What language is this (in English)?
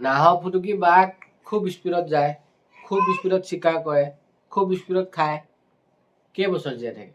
Assamese